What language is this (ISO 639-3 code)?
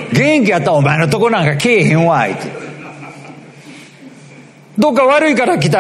jpn